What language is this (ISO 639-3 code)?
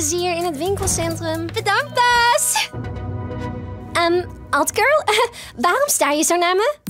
nld